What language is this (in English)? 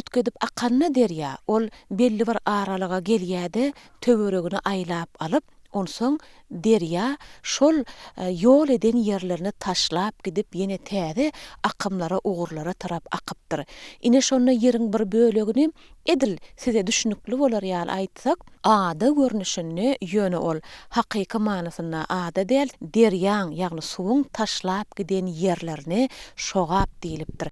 Turkmen